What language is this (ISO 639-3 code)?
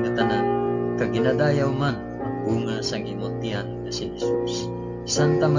hil